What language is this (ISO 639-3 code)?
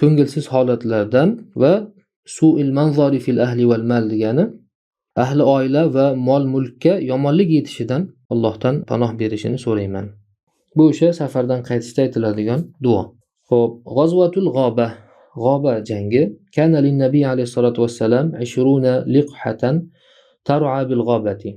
uzb